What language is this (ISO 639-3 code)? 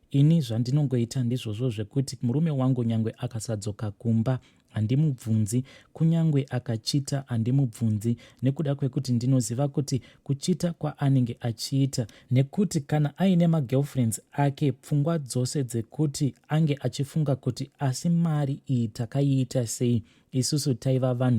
sna